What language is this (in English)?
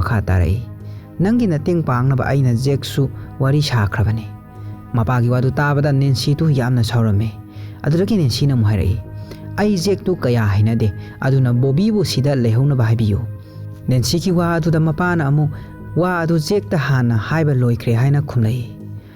Manipuri